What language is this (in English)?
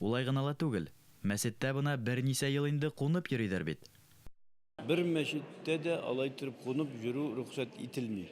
Bashkir